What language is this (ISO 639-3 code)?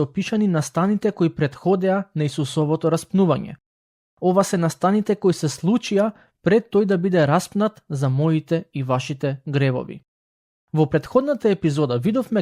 mkd